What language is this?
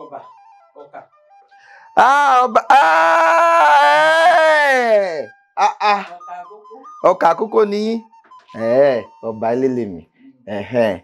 Yoruba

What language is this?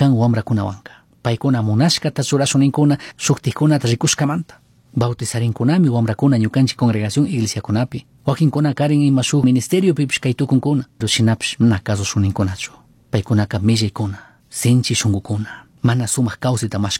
Chimborazo Highland Quichua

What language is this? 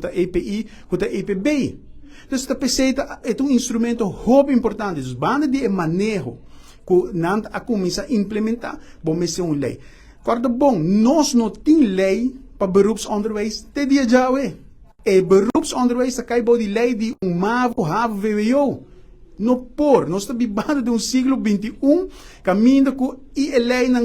Papiamento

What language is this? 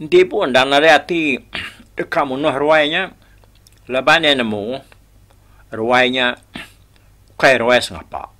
Iban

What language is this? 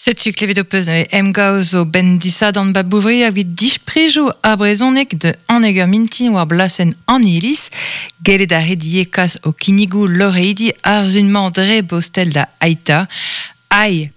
Breton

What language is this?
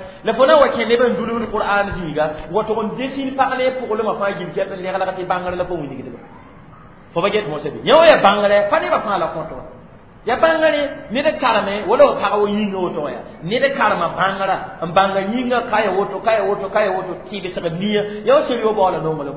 Mossi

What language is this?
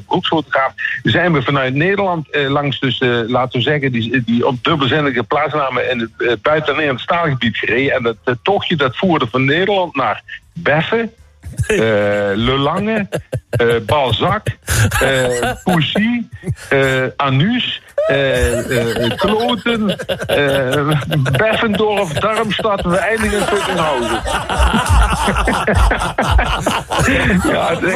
Dutch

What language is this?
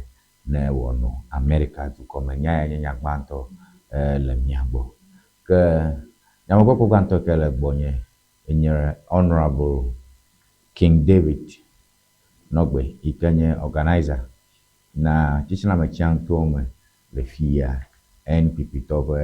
Ewe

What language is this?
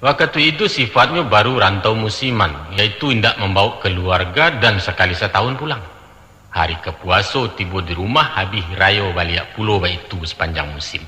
Minangkabau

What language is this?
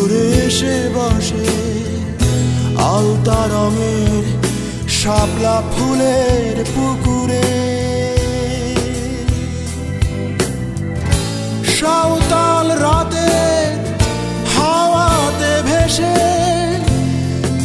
Bangla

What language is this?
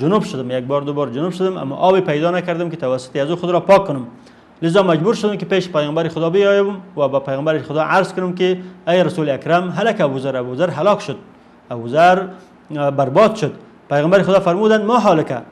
Persian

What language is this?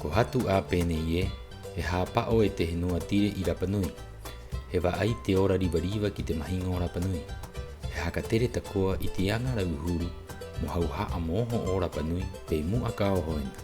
Rapanui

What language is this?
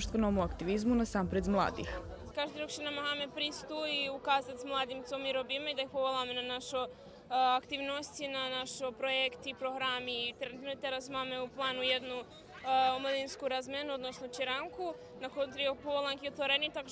Rusyn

